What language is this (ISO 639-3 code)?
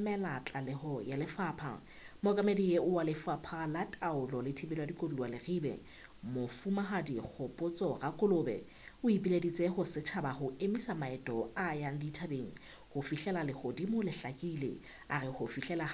sot